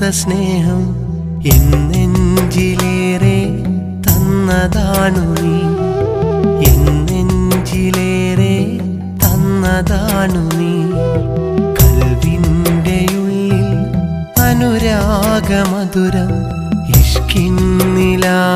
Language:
Malayalam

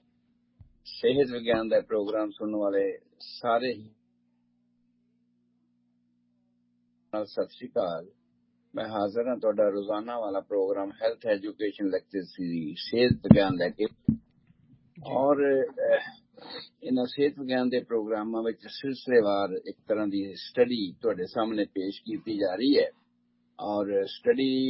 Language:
Punjabi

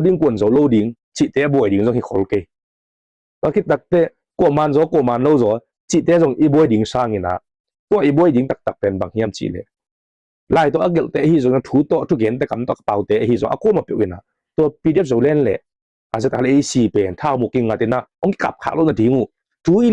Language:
Tedim Chin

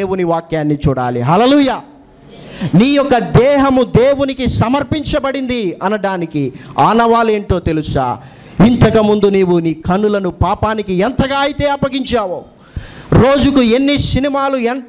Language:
Telugu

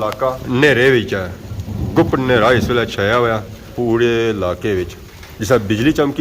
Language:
Pahari-Potwari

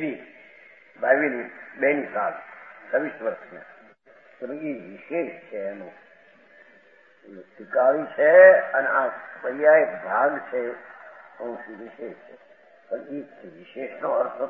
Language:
Gujarati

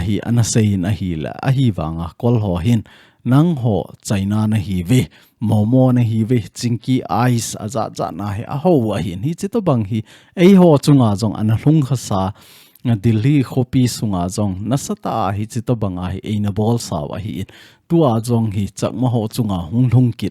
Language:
Thado Chin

